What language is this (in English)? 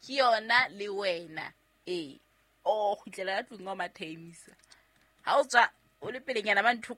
Southern Sotho